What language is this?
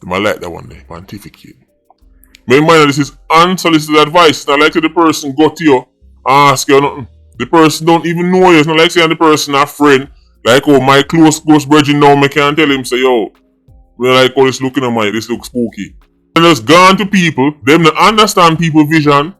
Jamaican Creole English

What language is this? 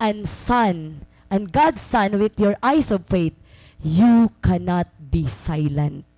Waray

